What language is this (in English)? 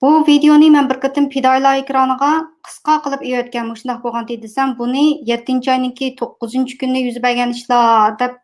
Uyghur